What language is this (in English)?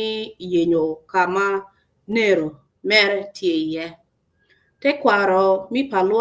Acoli